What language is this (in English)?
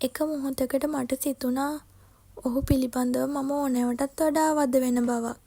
Sinhala